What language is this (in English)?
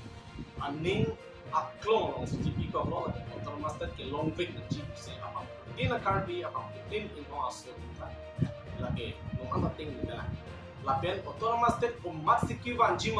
Karbi